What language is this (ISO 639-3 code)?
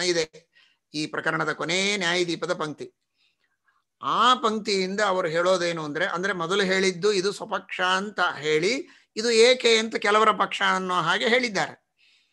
kan